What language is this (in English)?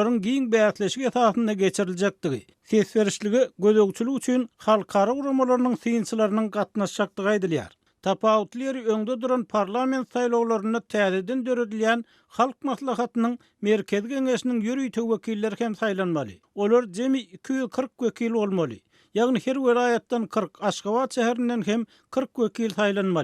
Turkmen